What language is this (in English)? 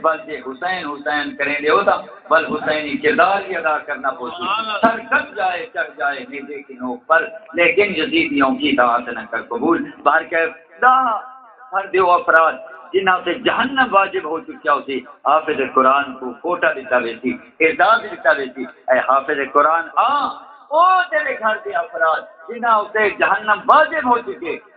Saraiki